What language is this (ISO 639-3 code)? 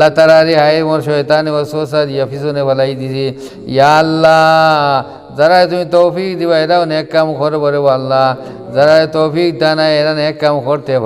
syl